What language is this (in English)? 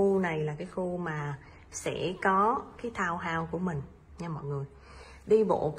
Vietnamese